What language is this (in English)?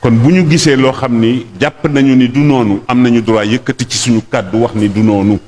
Wolof